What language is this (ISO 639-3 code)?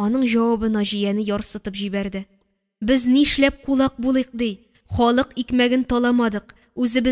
tat